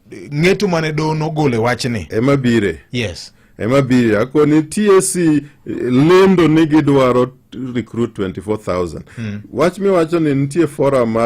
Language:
Luo (Kenya and Tanzania)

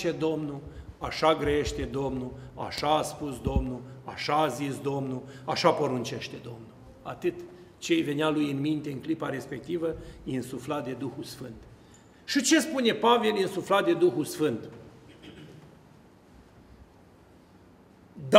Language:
Romanian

